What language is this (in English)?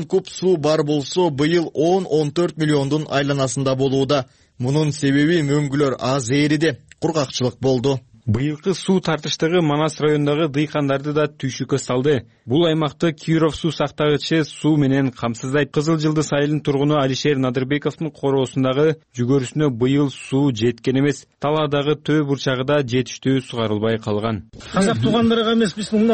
Kyrgyz